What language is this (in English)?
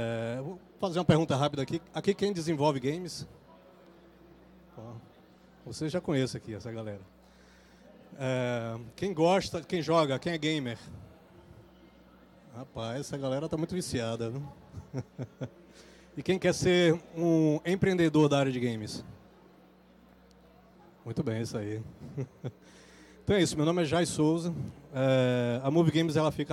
Portuguese